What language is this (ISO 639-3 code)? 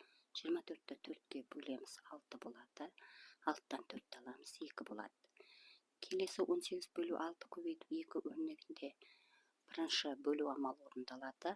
kaz